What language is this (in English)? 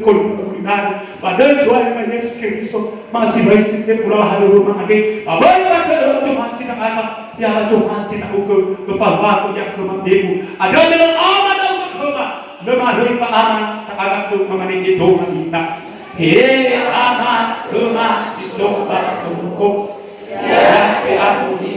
Nias